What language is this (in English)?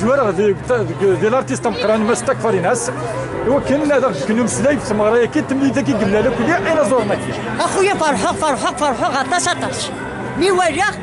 Kabyle